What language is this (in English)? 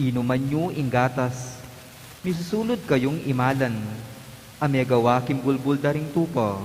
Pampanga